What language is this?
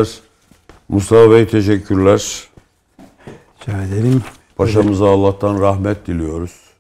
Turkish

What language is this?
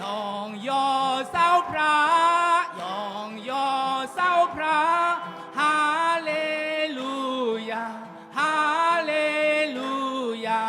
Shan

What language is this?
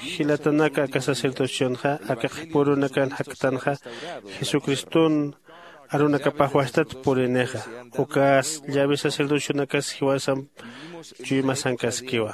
Aymara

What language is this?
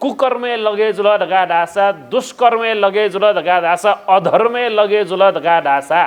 Newari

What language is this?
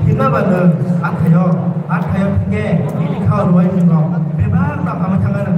Kok Borok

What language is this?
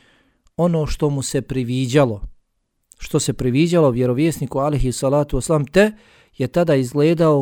Bosnian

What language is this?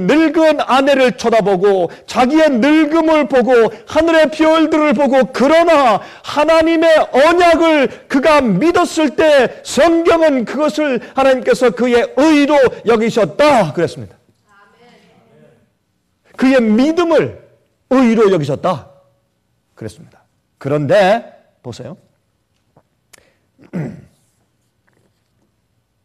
Korean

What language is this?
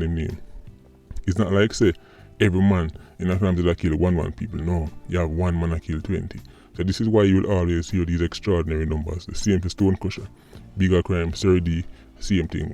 Jamaican Creole English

